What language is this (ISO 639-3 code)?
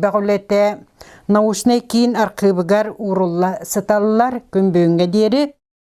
sah